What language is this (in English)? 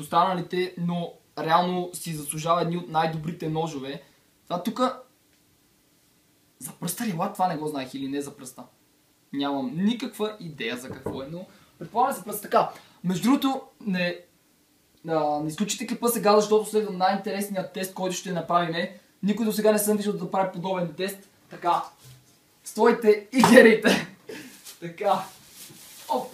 Bulgarian